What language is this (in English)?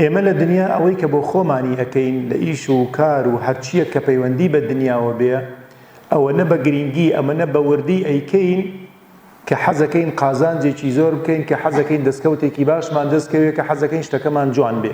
Central Kurdish